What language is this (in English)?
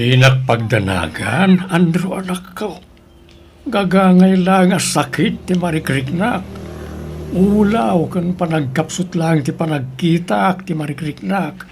Iloko